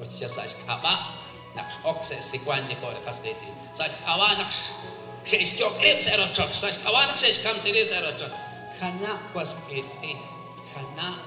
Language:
Kekchí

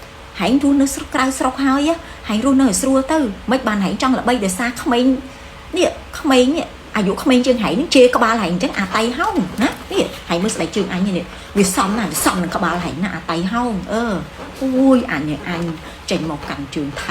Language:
Khmer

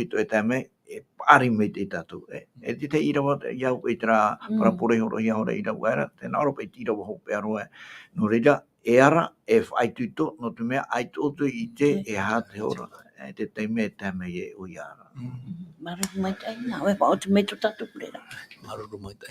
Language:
Tahitian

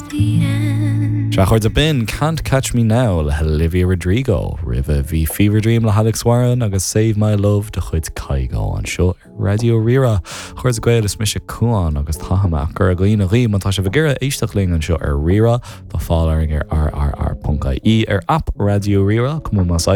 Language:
Irish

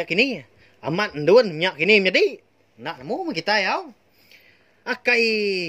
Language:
Iban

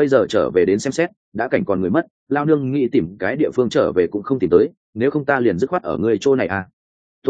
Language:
Vietnamese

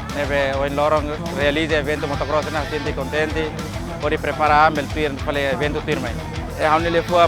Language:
Tetum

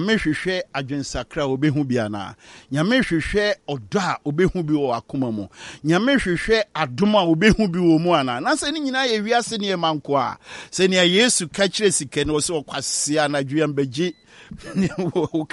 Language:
Akan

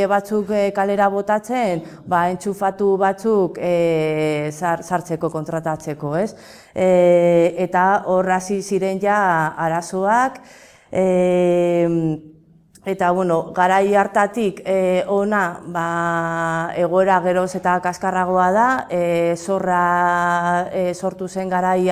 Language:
Basque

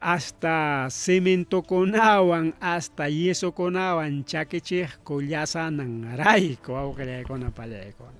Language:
Ayacucho Quechua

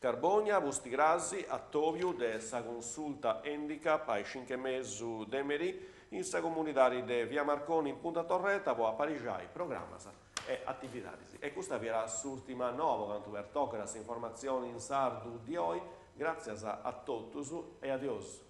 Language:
Sardinian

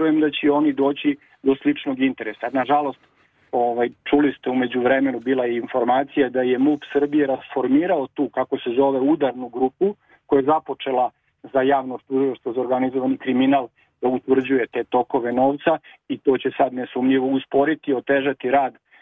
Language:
Serbian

